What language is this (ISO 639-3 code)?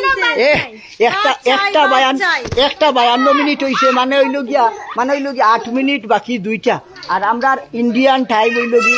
syl